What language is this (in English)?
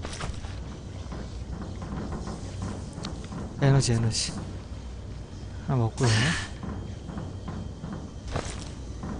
Korean